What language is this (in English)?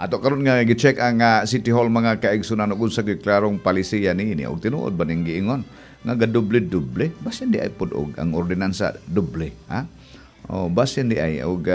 Cebuano